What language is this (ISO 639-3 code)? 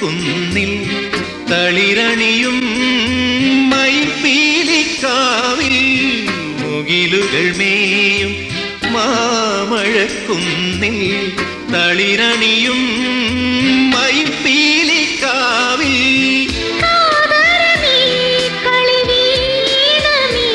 mal